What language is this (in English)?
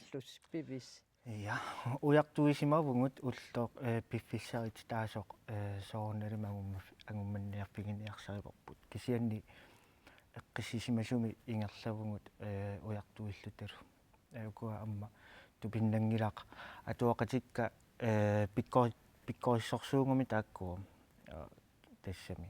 Kalaallisut